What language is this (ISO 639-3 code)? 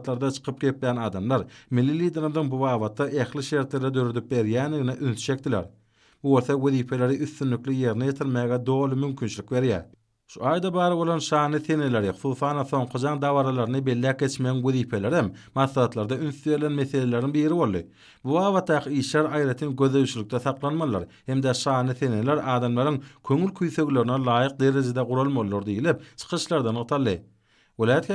tuk